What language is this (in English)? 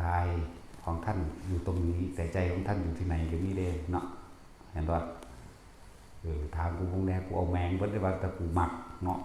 Northeastern Thai